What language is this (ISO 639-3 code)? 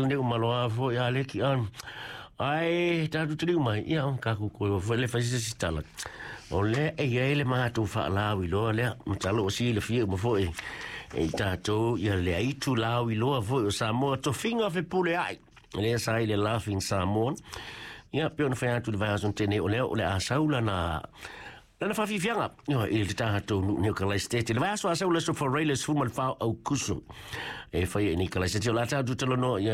smo